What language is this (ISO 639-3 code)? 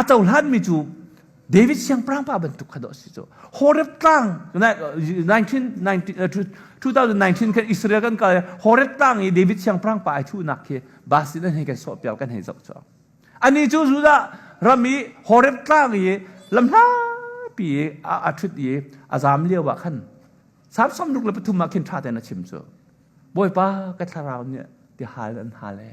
cnh